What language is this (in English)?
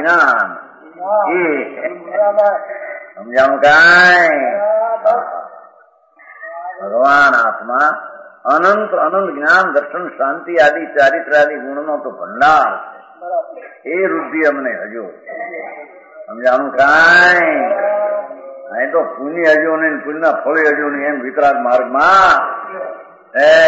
Gujarati